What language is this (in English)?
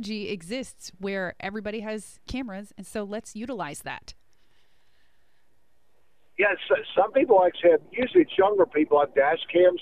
English